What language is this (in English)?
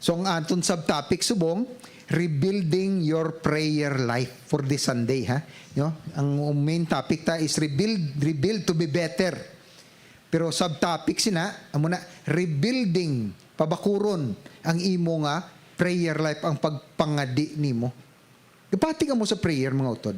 Hiligaynon